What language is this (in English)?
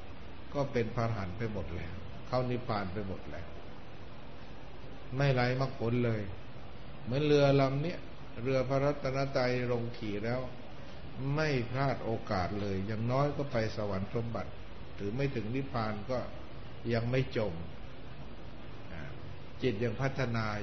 Thai